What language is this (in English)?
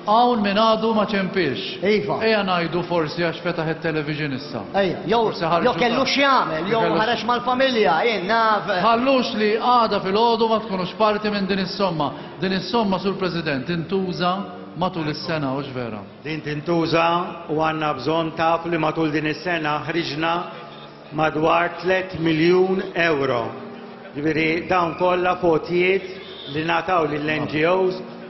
Maltese